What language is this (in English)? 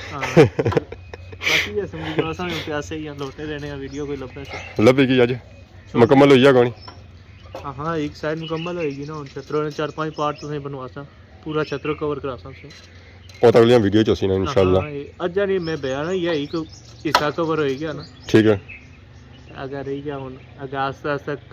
Pahari-Potwari